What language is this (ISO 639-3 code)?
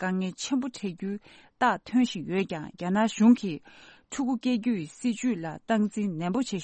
bod